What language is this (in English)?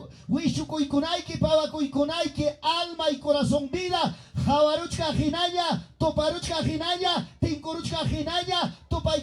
Ayacucho Quechua